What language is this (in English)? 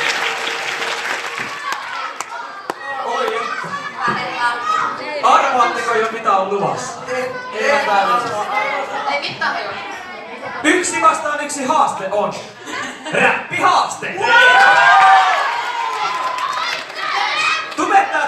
Finnish